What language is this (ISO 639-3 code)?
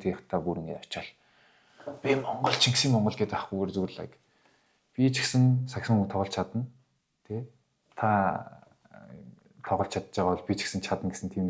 mon